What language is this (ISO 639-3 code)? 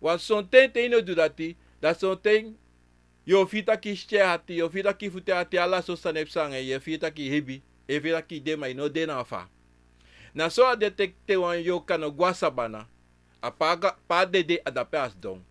srn